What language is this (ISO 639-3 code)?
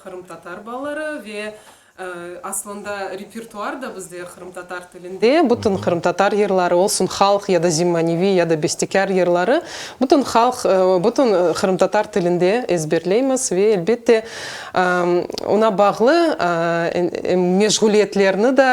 crh